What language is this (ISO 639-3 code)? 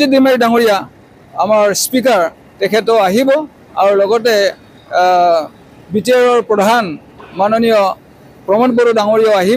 asm